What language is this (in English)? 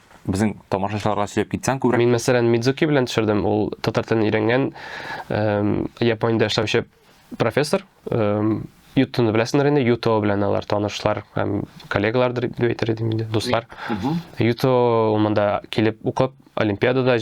Tatar